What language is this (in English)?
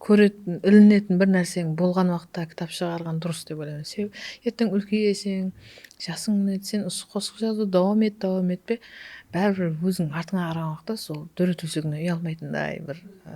Kara-Kalpak